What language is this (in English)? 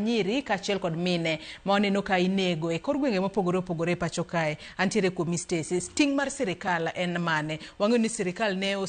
Luo (Kenya and Tanzania)